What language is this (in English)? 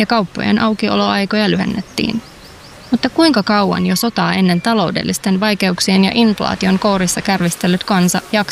Finnish